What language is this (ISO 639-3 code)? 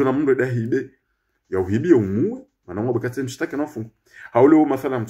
zdj